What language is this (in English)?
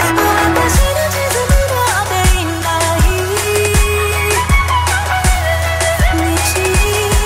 Japanese